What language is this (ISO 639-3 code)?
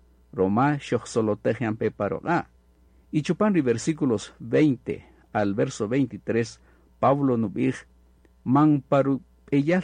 cak